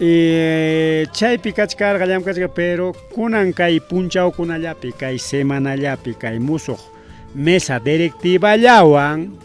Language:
Ayacucho Quechua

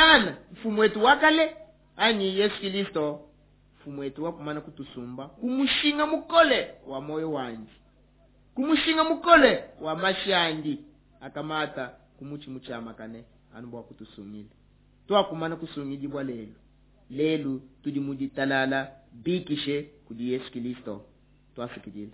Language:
Luba-Lulua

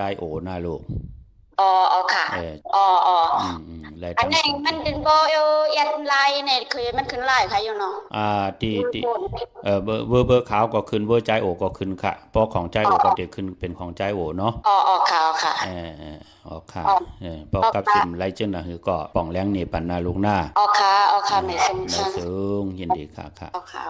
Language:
Shan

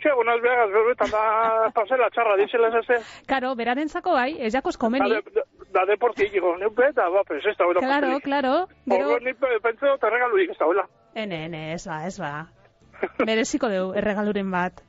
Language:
Basque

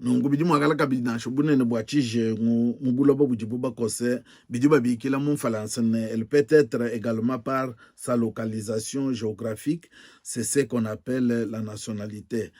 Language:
Luba-Lulua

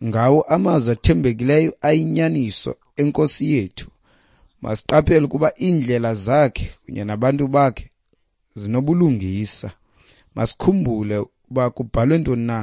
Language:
Xhosa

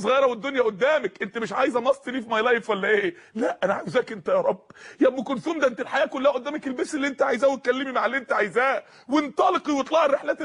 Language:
Egyptian Arabic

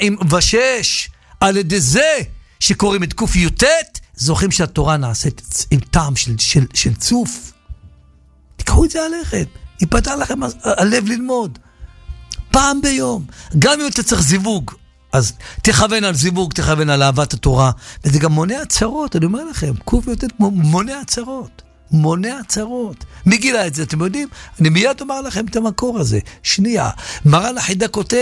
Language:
Hebrew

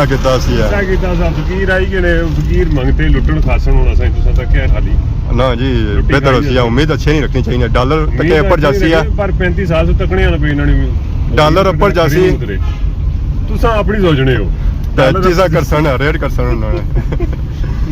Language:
Pahari-Potwari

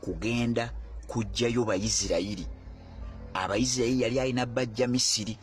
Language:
Ganda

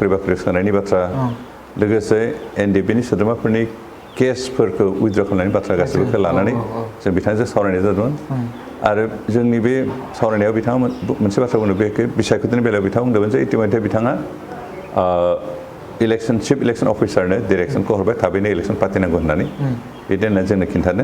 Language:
Bodo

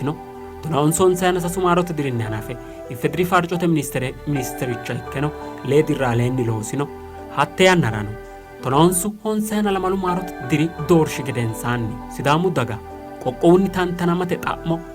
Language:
Sidamo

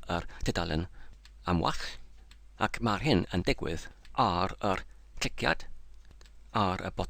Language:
Welsh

